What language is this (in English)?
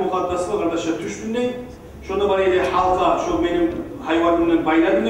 Kumyk